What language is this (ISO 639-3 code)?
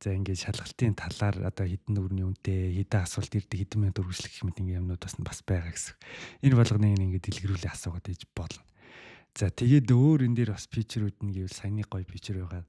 mon